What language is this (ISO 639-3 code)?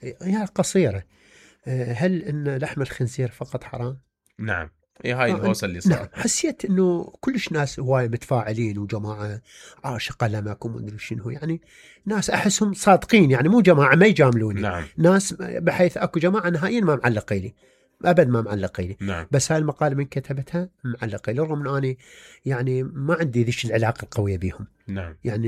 acm